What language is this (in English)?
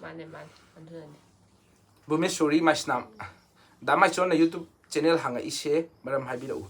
Manipuri